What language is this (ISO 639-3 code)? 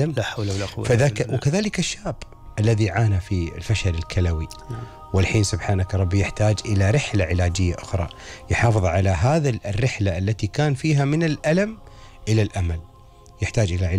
afb